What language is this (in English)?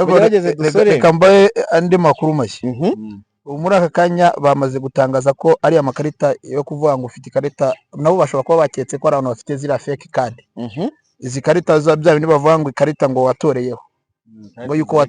Kinyarwanda